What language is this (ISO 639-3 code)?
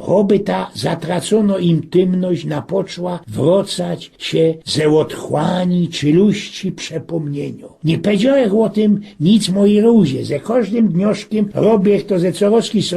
szl